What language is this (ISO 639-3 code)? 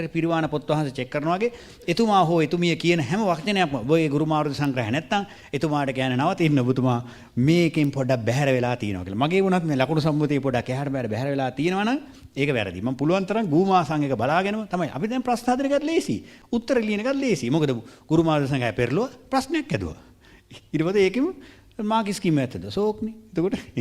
sin